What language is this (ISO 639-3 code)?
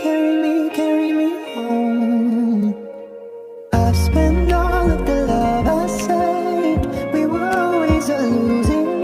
eng